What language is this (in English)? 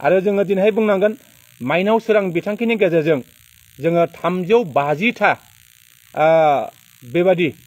Bodo